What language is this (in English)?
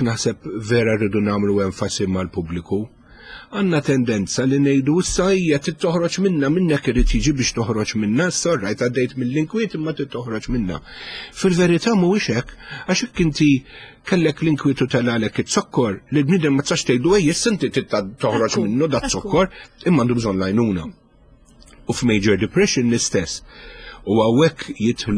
Maltese